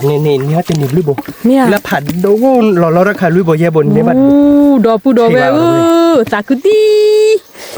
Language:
S'gaw Karen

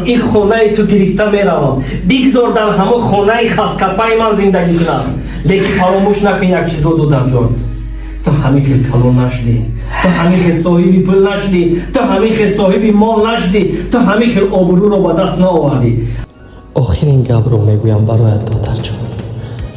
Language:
Tajik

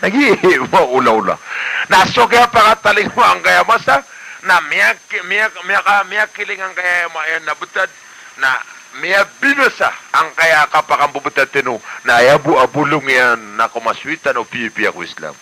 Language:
Maranao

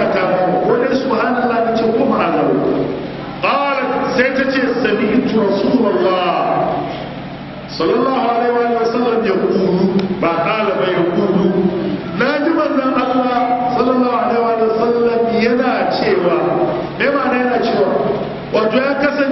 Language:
Hausa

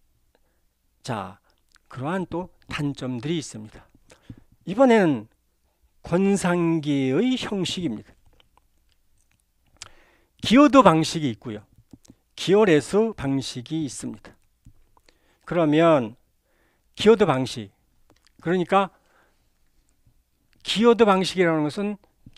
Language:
Korean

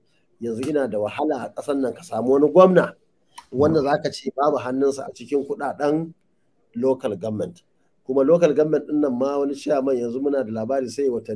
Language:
Hausa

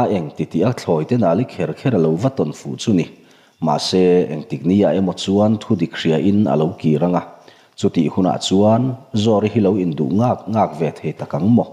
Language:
Mizo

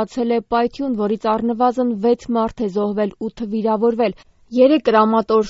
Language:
Armenian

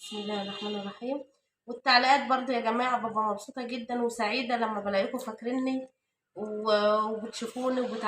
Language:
Egyptian Arabic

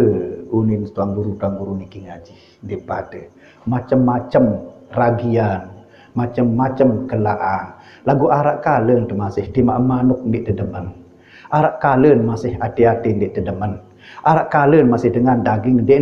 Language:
Sasak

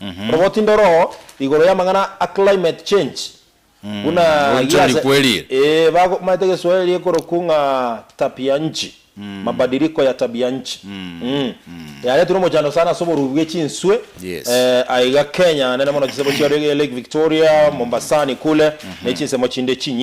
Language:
Gusii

